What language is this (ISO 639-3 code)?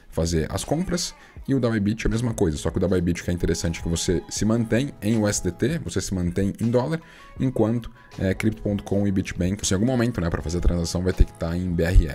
por